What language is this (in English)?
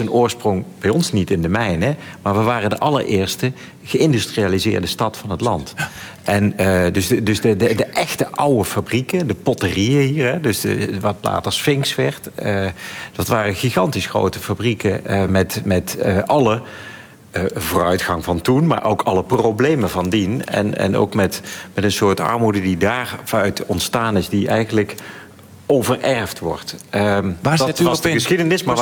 Dutch